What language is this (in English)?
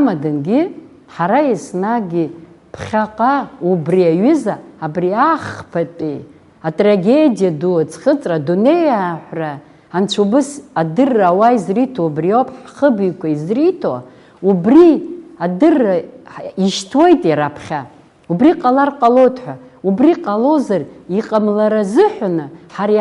Abkhazian